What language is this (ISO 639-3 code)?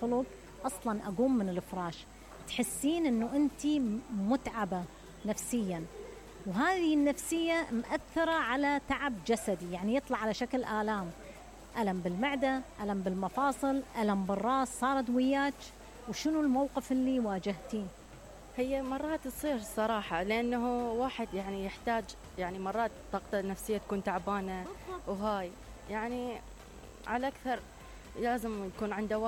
acm